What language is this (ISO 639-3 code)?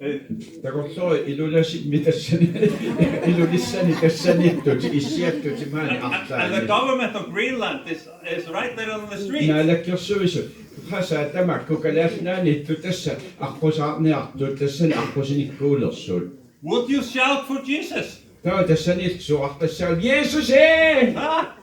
kal